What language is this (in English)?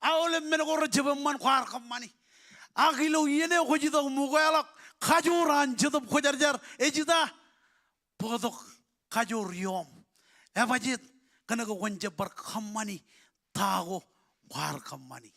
Marshallese